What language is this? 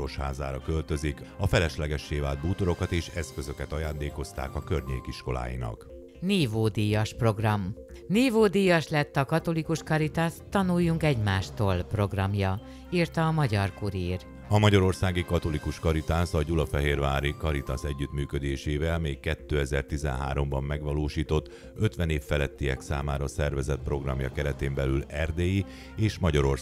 Hungarian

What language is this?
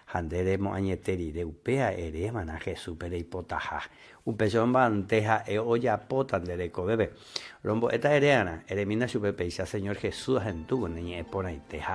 Guarani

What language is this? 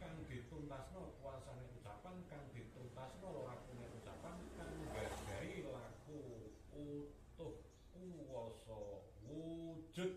Javanese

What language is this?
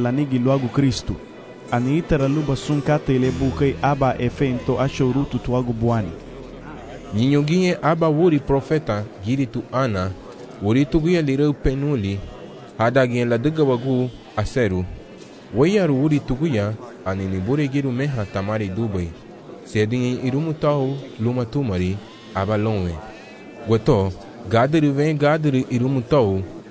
Garifuna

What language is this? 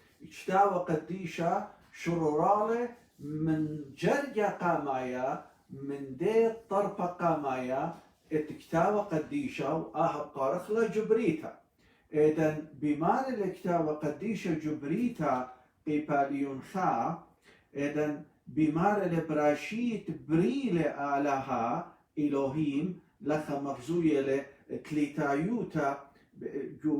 Assyrian Neo-Aramaic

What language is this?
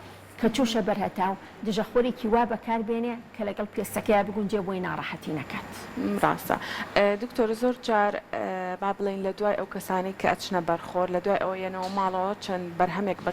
Central Kurdish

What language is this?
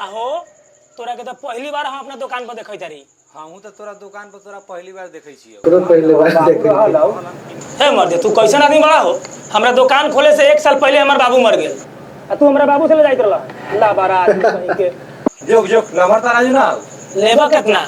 Maithili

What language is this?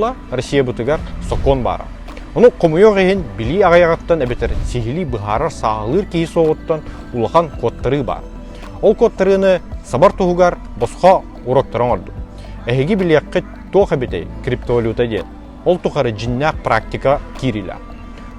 Yakut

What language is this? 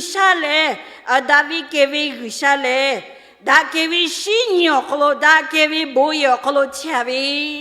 Lahu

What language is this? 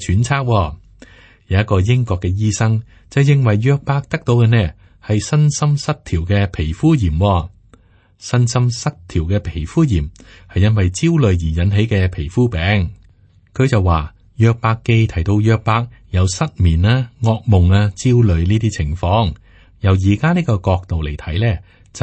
Cantonese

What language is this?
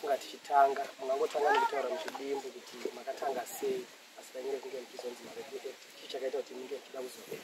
Shona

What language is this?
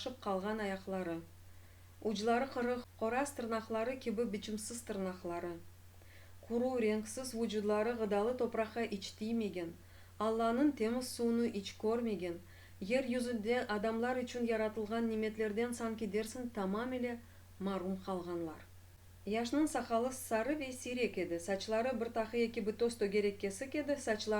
Crimean Tatar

